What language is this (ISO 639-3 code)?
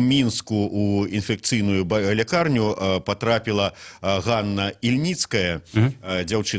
bel